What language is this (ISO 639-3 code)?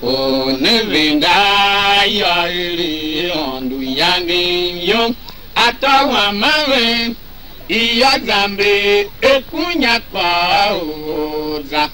tiv